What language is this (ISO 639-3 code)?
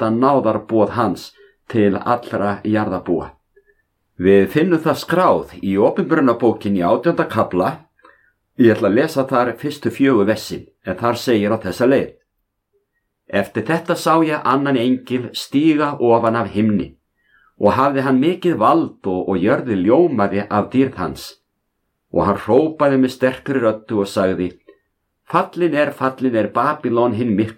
isl